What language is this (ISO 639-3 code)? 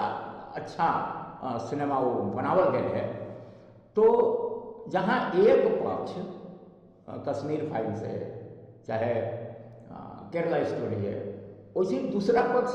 mag